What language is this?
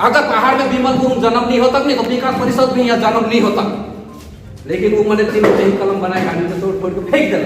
Sadri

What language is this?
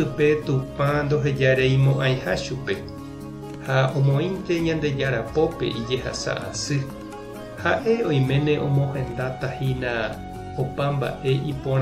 Guarani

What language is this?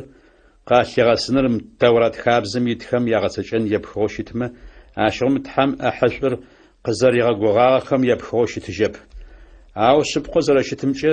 Adyghe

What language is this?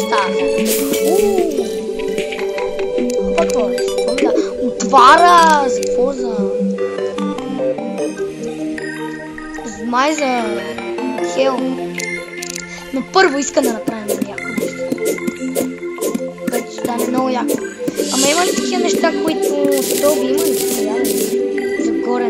Bulgarian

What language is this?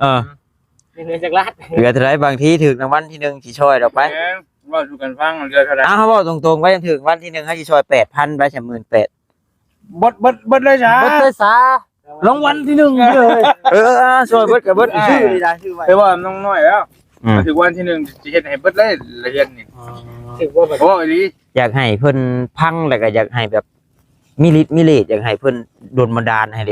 Northeastern Thai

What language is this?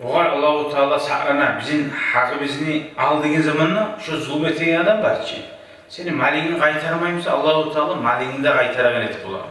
Kumyk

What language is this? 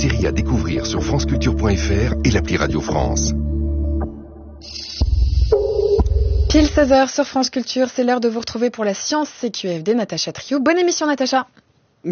French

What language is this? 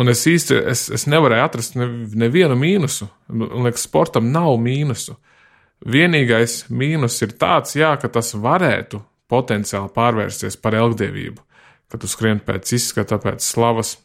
Latvian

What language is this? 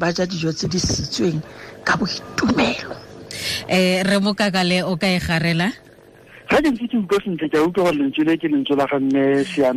Tswana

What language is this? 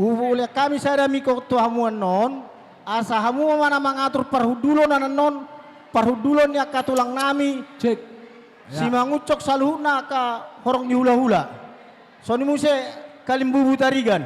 Batak Karo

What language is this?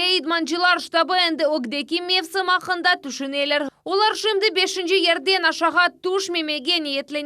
Crimean Tatar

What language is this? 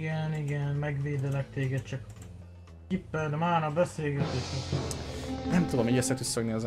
Hungarian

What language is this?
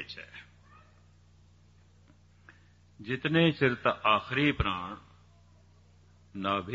Punjabi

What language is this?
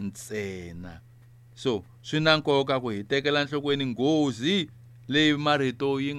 Tsonga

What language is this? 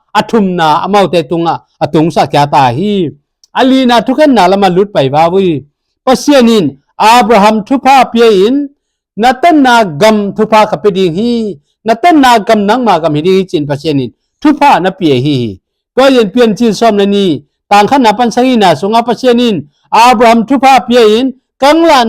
Tedim Chin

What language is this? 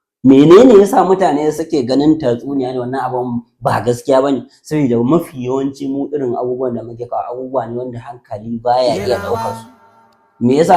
Hausa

